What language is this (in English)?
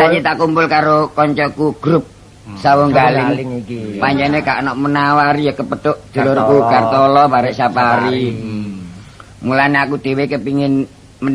Javanese